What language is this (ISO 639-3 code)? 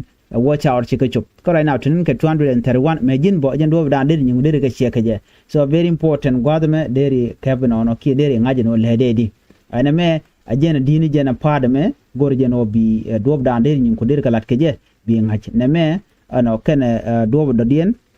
nus